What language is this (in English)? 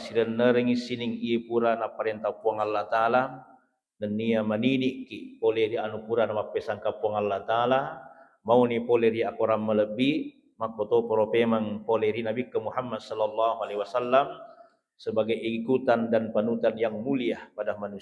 Buginese